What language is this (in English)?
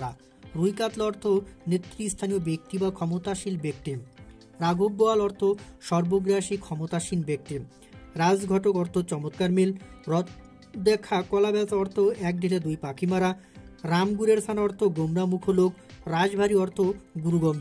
Bangla